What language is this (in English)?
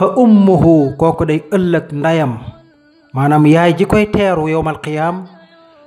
Wolof